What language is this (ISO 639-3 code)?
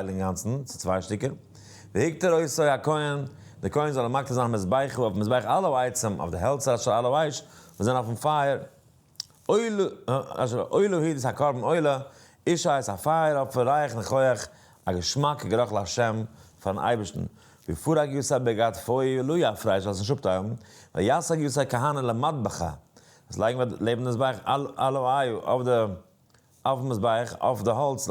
yid